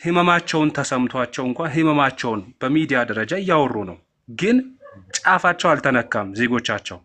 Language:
Amharic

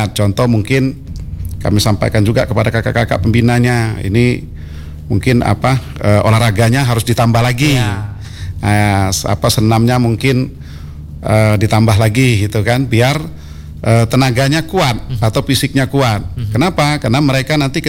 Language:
Indonesian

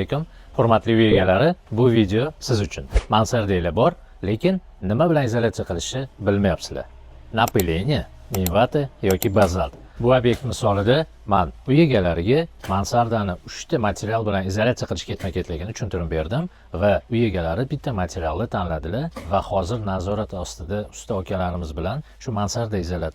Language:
Uzbek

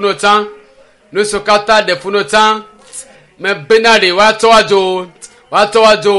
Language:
Ewe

